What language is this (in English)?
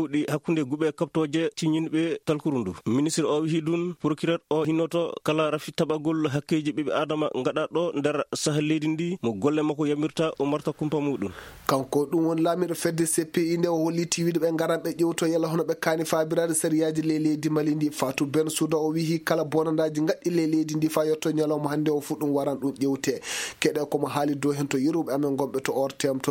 Fula